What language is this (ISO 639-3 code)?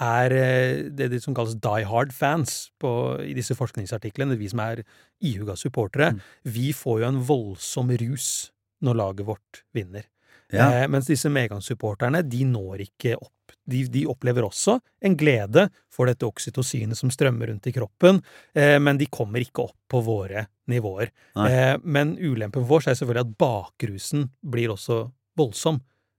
nor